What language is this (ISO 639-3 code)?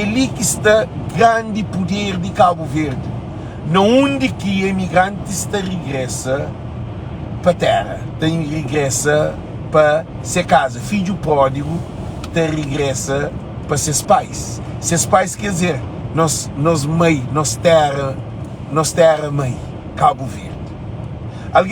kea